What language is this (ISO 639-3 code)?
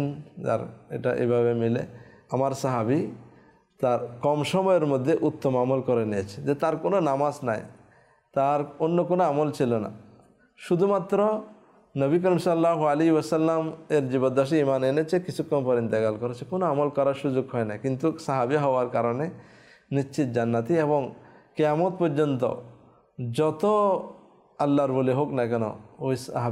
ben